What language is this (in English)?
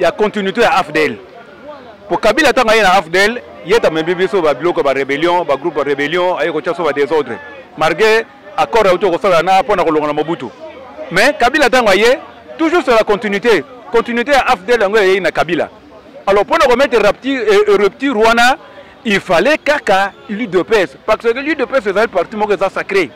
Lingala